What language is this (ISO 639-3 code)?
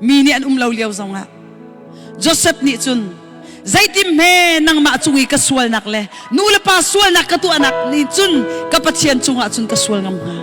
cnh